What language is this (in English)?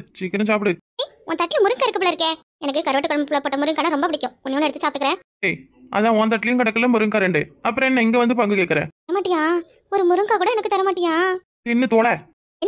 Tamil